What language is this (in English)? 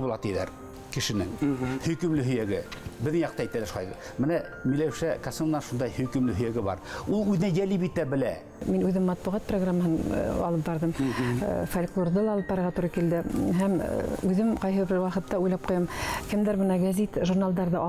Bashkir